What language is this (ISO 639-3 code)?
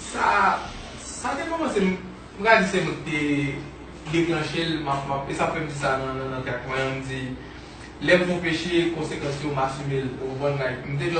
hat